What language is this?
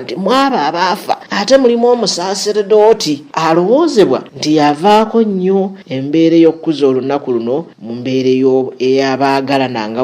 Ganda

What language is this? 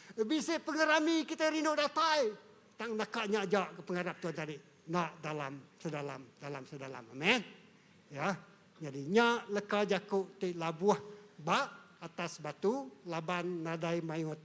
Iban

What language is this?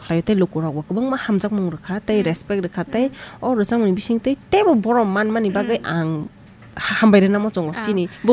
Kok Borok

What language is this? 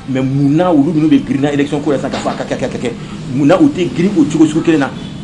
Bambara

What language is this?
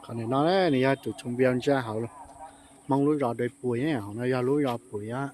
Hmong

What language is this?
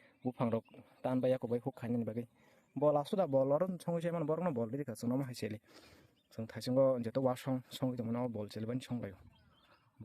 Kok Borok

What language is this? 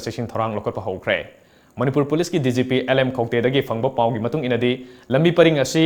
Manipuri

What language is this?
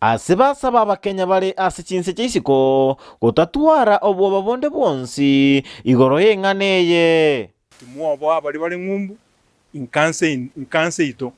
Gusii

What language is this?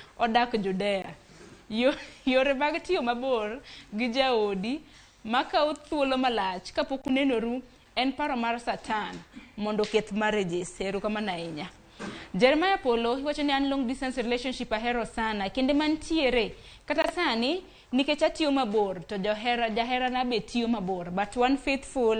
Luo (Kenya and Tanzania)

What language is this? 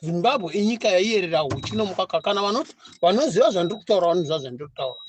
Shona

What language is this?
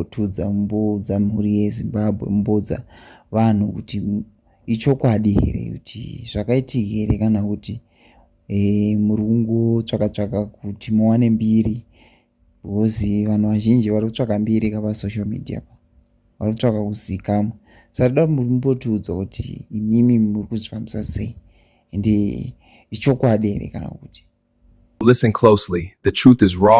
Shona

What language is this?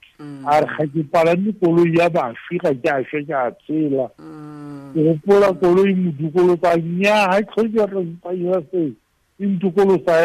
Tswana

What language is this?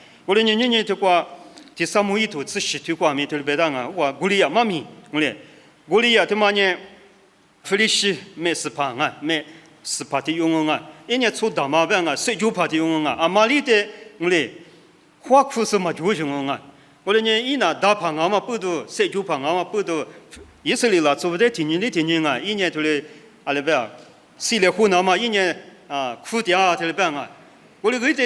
Lisu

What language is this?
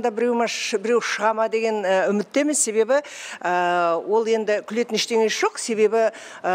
Kazakh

